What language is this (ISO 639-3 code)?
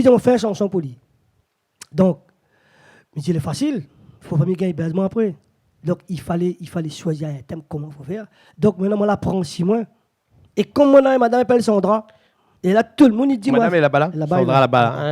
rcf